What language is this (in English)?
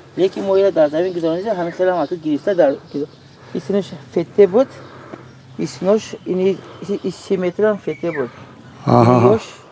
Tajik